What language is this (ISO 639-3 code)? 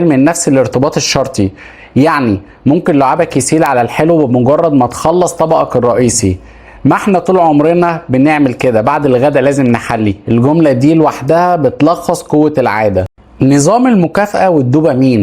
arz